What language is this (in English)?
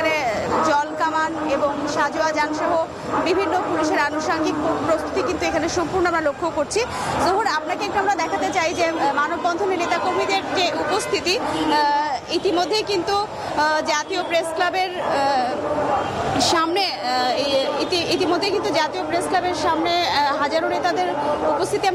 Bangla